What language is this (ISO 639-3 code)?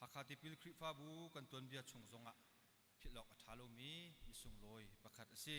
cnh